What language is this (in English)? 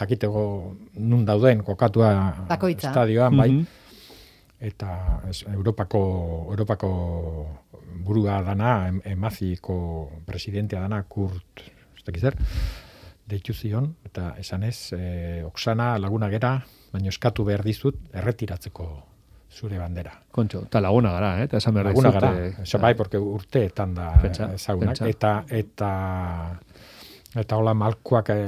Basque